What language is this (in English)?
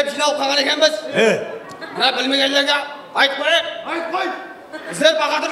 Kara-Kalpak